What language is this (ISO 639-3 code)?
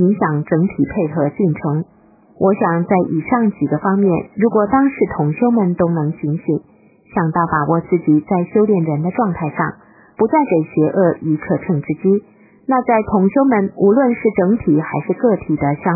zho